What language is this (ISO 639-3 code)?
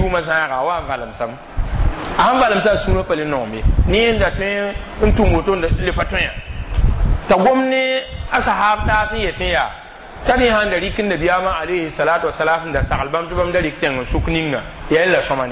mos